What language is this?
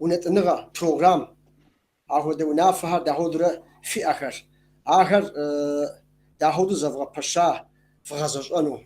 Kabardian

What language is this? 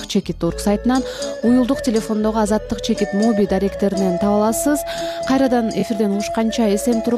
Kyrgyz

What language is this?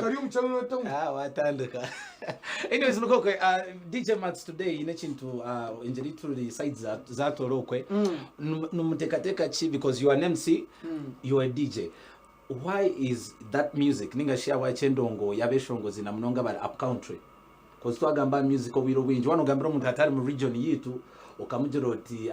Nyankole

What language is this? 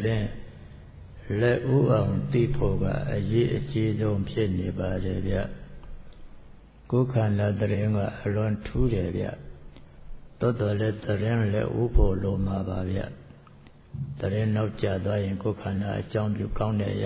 Burmese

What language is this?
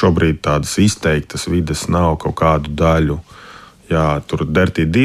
Latvian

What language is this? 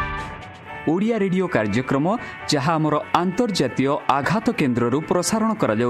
Odia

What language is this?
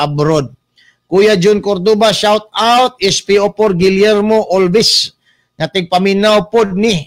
Cebuano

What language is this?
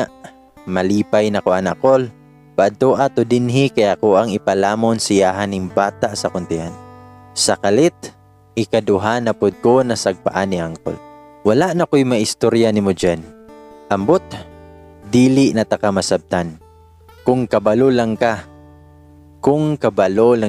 Cebuano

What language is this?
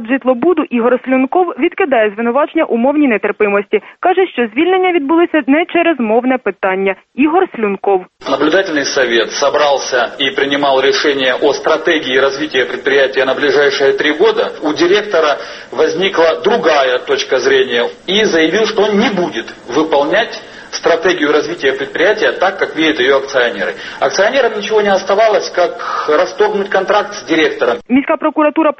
Ukrainian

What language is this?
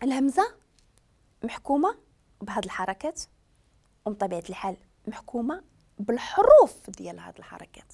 Moroccan Arabic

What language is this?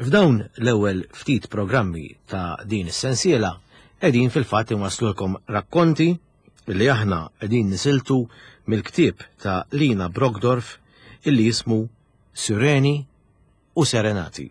Maltese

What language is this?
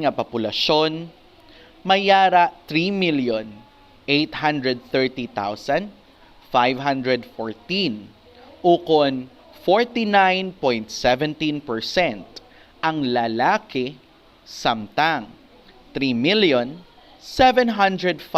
Hiligaynon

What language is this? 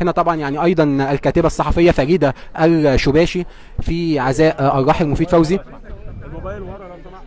Egyptian Arabic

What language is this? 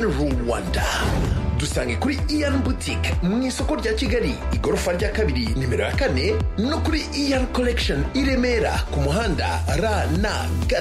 Kinyarwanda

